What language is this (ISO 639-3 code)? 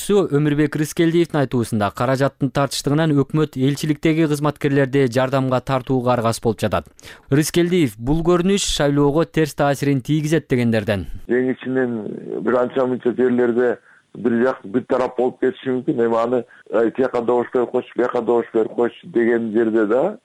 kir